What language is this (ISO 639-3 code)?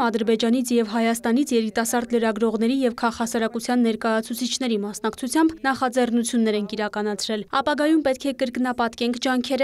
hye